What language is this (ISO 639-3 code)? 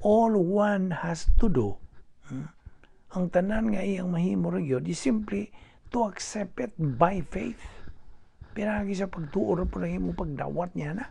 ceb